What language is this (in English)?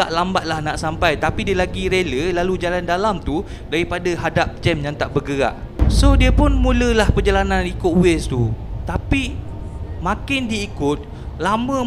Malay